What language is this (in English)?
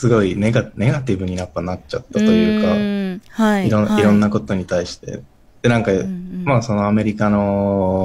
Japanese